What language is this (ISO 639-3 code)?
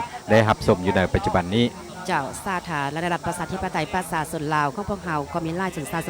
lao